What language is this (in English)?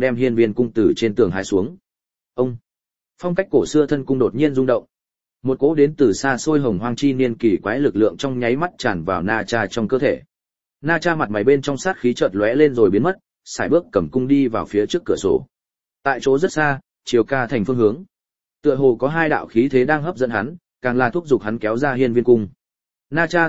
Vietnamese